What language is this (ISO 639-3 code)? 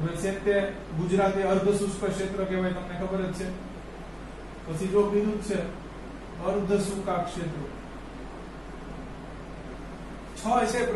guj